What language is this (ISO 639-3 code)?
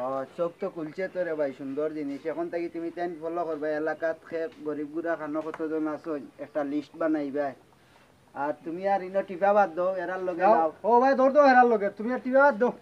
syl